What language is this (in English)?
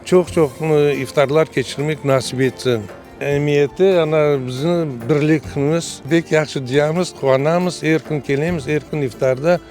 Crimean Tatar